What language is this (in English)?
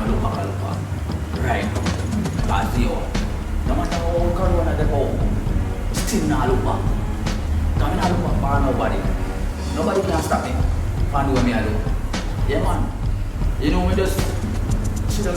Jamaican Creole English